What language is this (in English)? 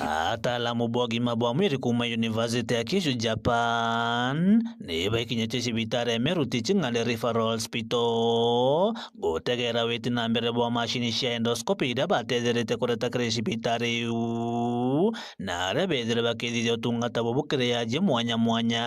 Meru